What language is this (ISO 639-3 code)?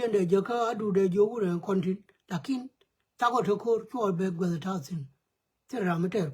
nus